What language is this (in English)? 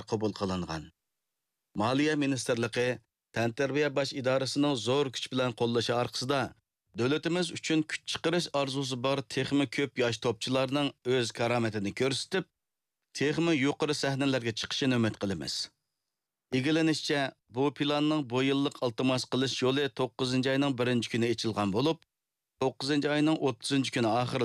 Uyghur